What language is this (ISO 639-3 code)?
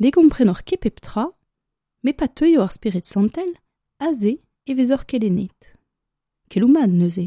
bre